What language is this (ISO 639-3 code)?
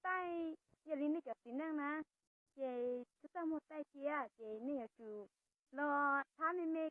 hmn